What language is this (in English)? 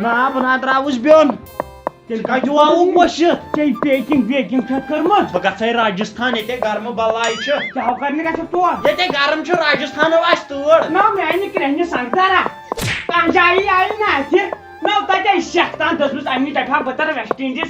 Kashmiri